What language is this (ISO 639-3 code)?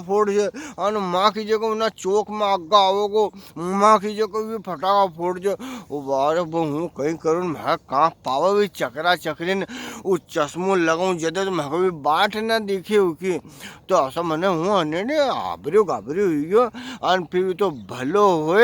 raj